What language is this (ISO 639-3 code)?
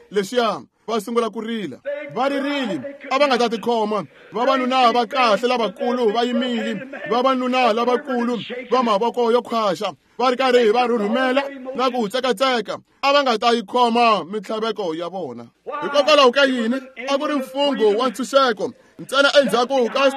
tso